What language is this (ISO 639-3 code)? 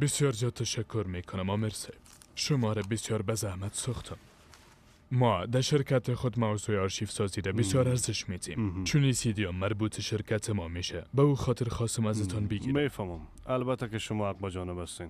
fas